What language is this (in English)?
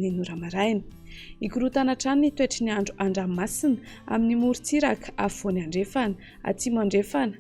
Malagasy